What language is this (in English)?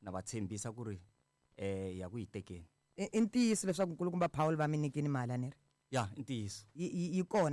Tsonga